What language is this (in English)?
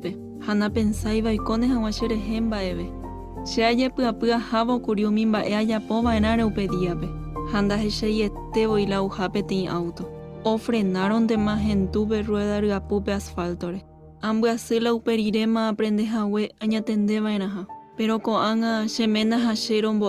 Guarani